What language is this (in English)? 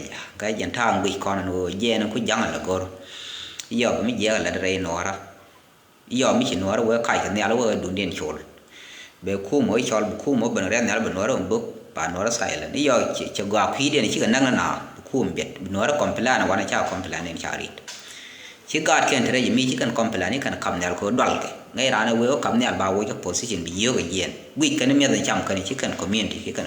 Nuer